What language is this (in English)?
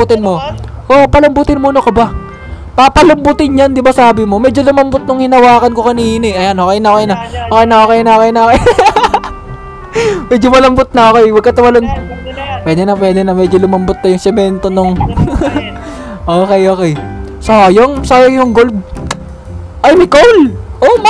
Filipino